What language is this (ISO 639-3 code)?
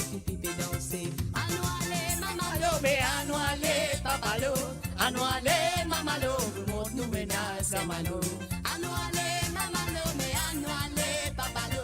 mfe